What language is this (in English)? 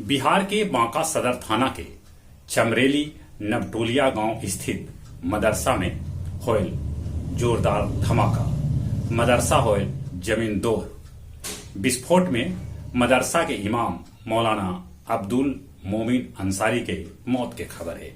Magahi